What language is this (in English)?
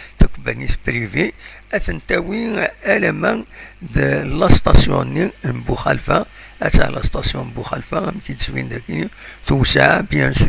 Kabyle